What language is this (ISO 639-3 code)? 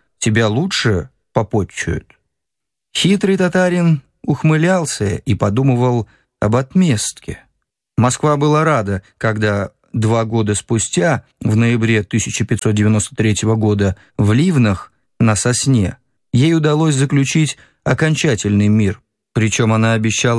rus